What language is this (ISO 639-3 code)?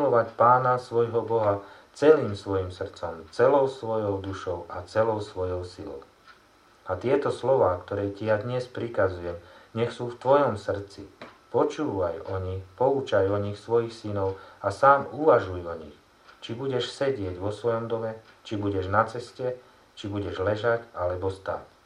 slk